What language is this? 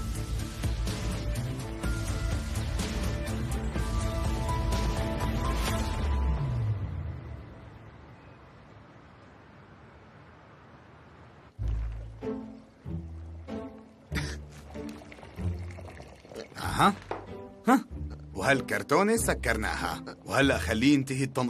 North Levantine Arabic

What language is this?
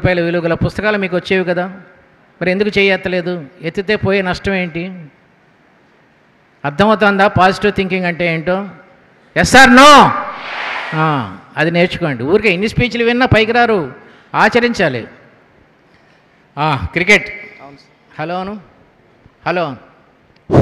Telugu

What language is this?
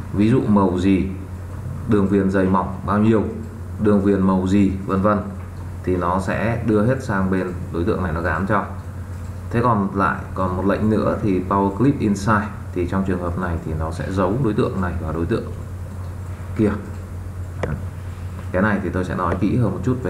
Vietnamese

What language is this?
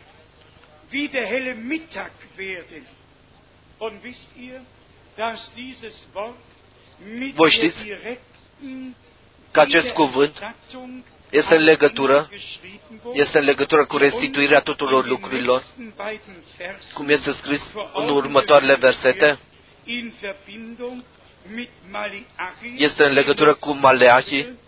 Romanian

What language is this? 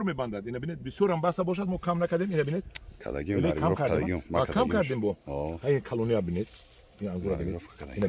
Tajik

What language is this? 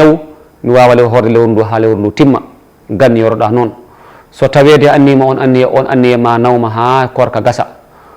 Fula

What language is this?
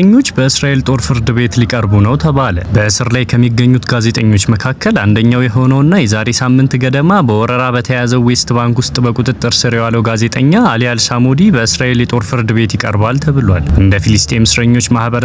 Amharic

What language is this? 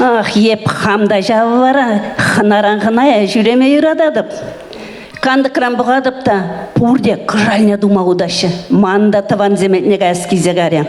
Chuvash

